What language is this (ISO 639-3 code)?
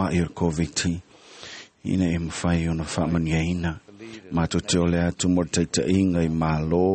smo